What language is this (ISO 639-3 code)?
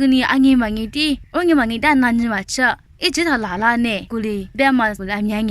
lis